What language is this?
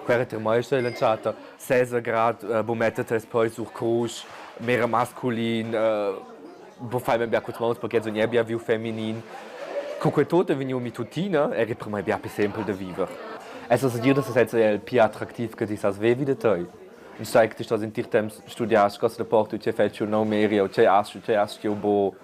Romansh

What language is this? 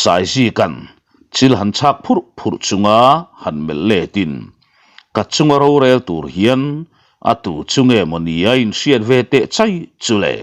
Mizo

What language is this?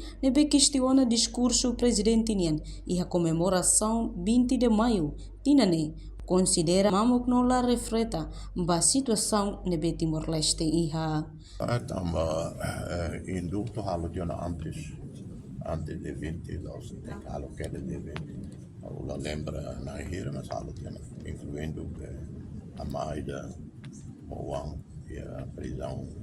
Tetum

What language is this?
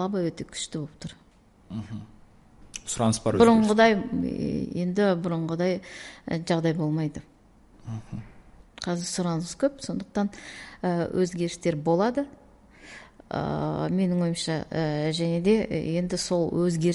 Kazakh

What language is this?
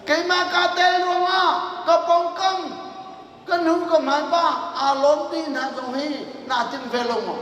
Hakha Chin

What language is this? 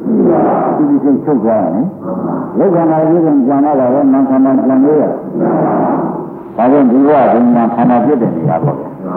Burmese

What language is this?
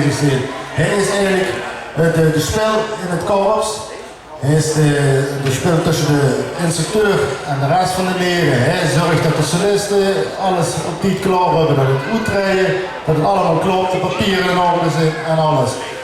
Limburgish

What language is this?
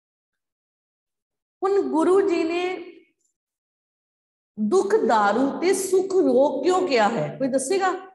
Punjabi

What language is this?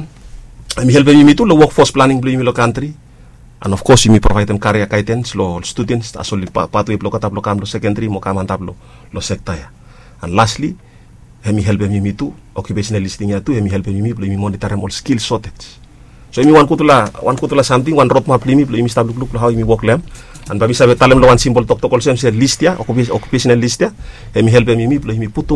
Bislama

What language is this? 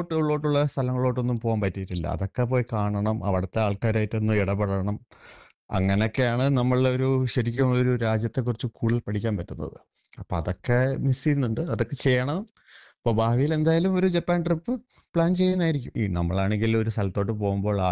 Malayalam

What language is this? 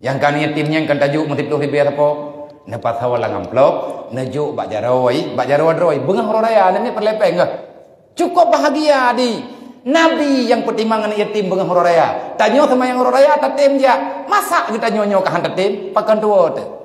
Achinese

